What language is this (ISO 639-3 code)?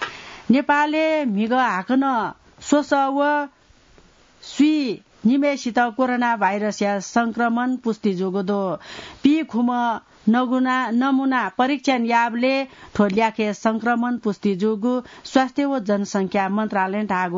new